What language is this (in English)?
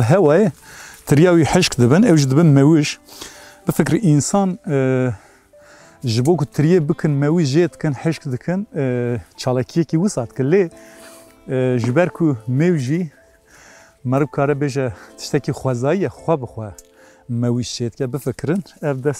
Kurdish